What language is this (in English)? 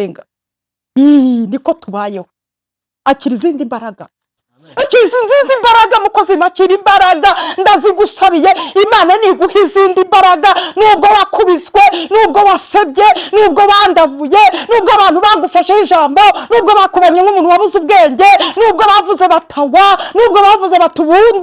Kinyarwanda